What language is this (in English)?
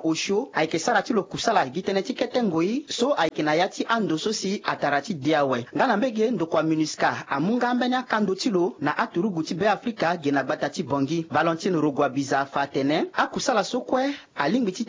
Sango